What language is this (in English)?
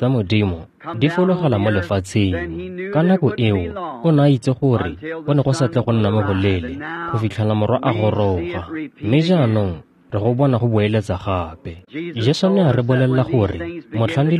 Tswana